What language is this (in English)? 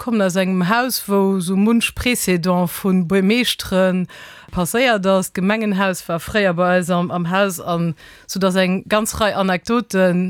Luxembourgish